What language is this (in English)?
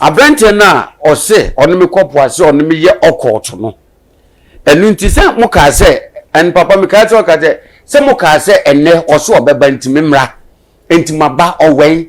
Akan